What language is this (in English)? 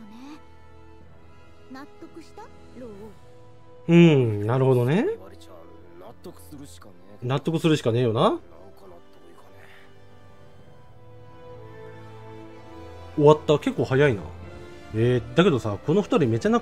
Japanese